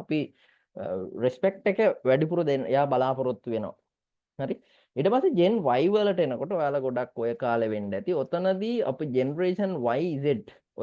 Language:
Sinhala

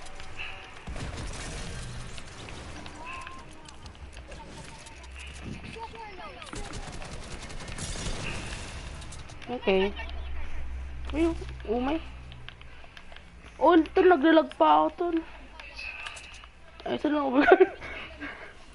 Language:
Filipino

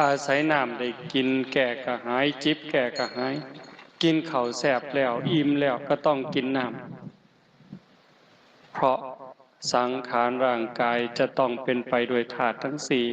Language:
Northeastern Thai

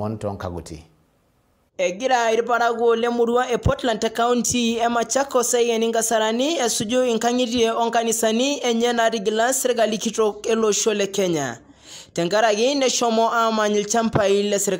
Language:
Masai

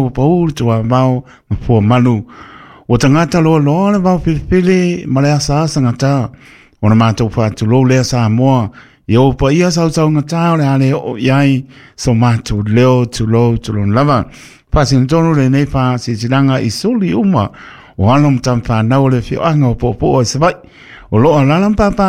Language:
Samoan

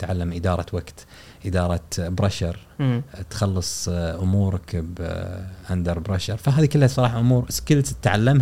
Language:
Gulf Arabic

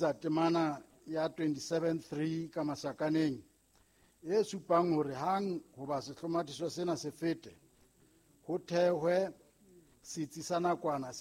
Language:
Southern Sotho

